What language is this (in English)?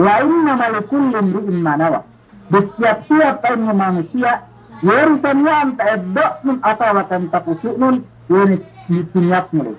Yakan